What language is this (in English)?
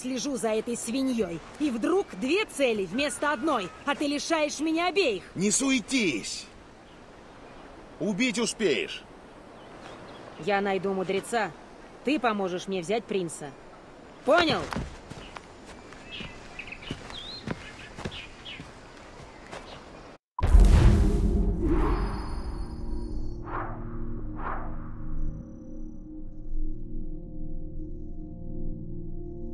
Russian